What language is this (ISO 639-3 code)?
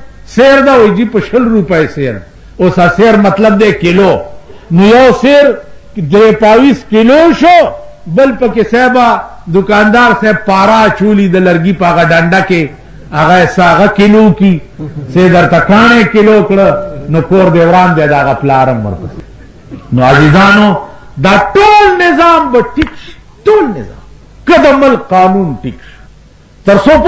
pus